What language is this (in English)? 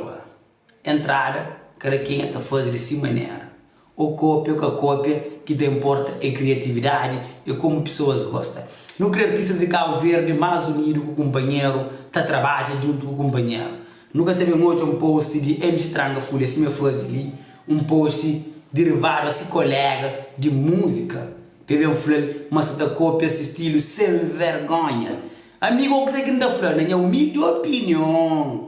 Kabuverdianu